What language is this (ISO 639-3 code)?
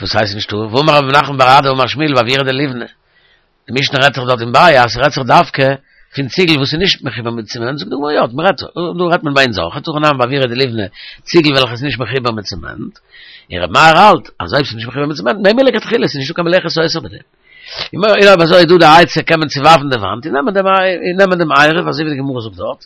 yid